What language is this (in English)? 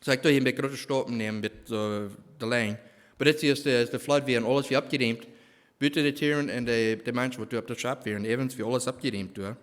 Plautdietsch